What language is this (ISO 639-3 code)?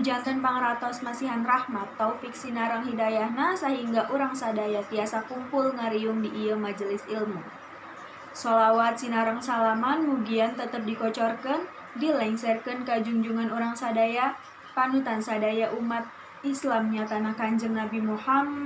sun